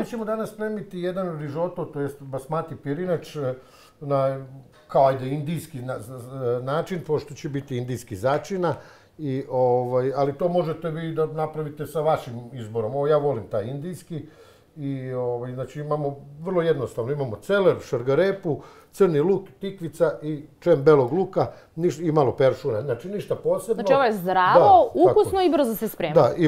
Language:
Serbian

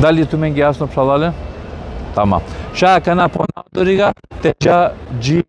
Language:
Balkan Romani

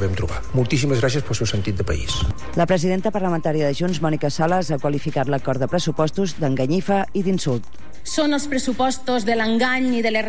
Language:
Catalan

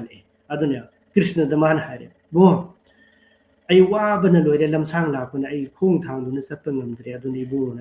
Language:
Manipuri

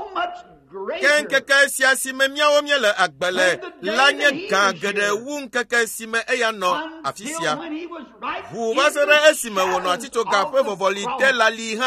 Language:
Ewe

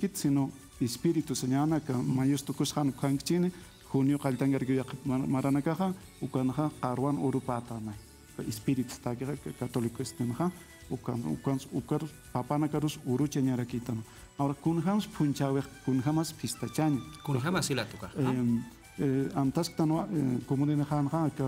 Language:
Aymara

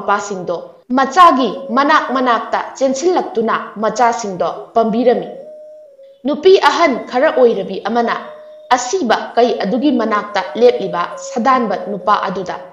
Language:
Manipuri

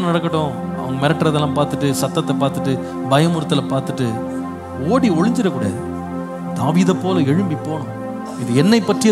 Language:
Tamil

